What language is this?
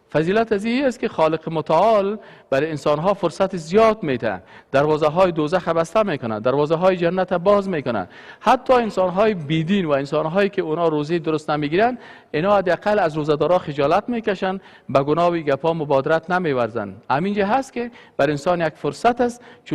Persian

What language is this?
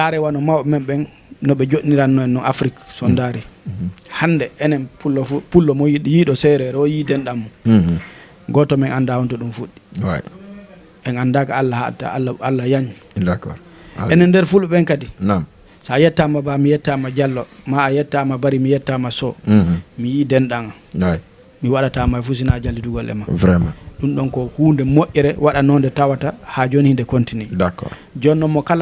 Fula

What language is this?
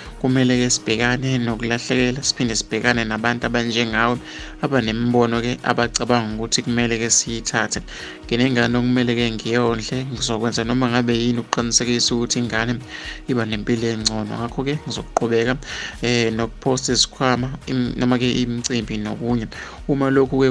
Zulu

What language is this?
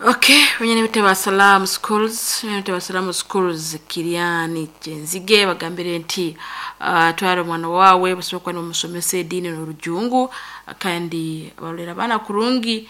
Nyankole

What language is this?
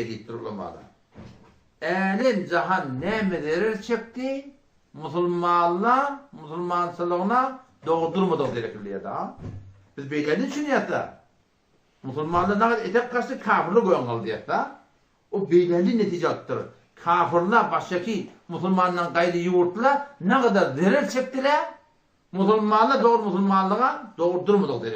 Turkmen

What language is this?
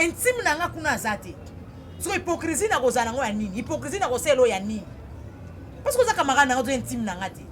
Lingala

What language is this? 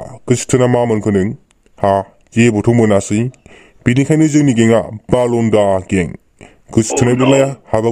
Bodo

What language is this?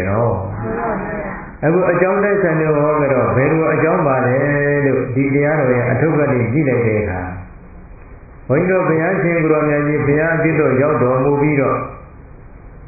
Burmese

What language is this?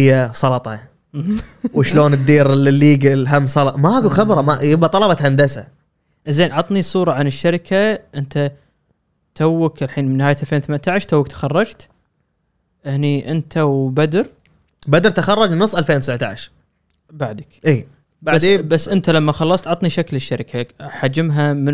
Gulf Arabic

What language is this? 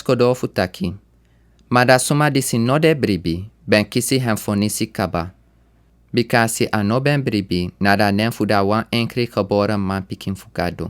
Sranan Tongo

